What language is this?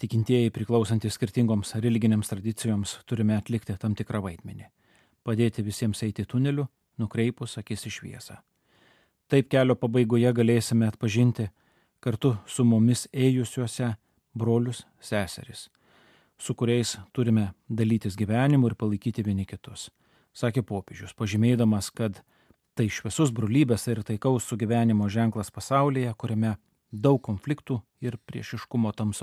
Lithuanian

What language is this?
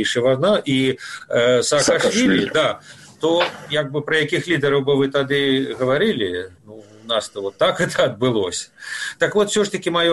Belarusian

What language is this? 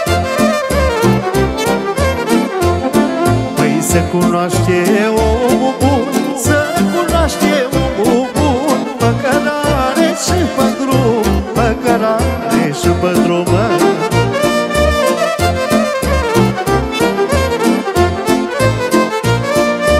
Romanian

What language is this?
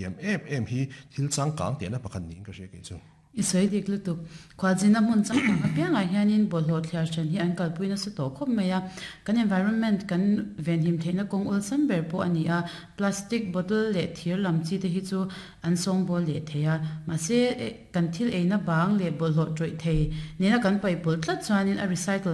Mizo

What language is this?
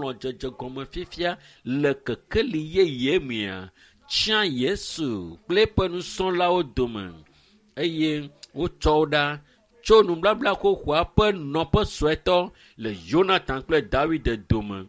Ewe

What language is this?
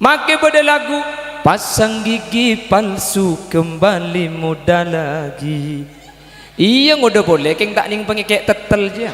Madurese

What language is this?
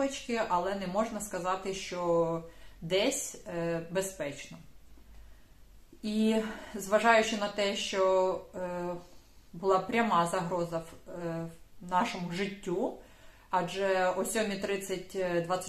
Ukrainian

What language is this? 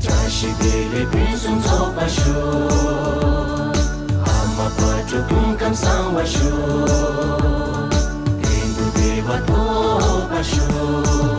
Tibetan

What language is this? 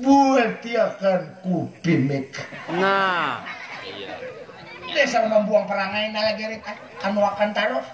Banjar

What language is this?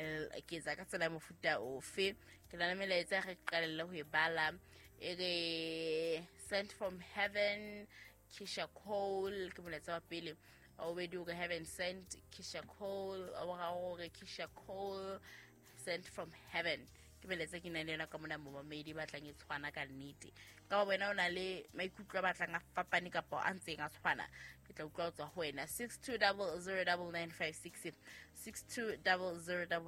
Southern Sotho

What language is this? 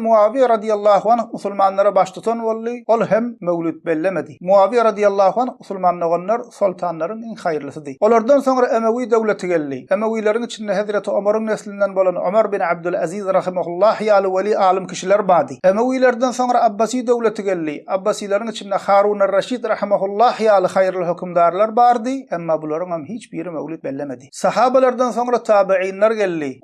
Turkmen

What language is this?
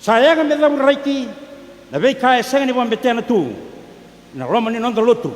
Fijian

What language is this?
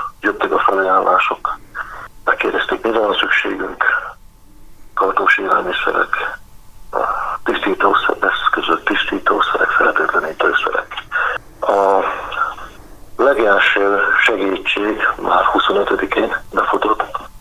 Hungarian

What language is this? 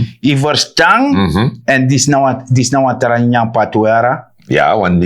Sranan Tongo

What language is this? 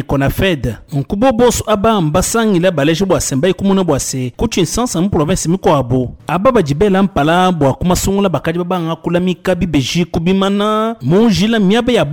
Luba-Lulua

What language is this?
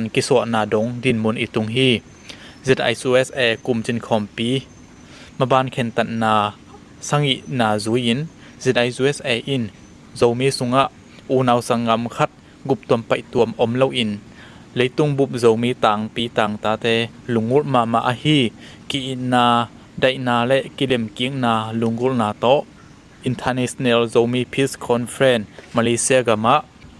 Tedim Chin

